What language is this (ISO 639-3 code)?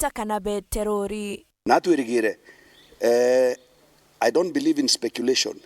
mer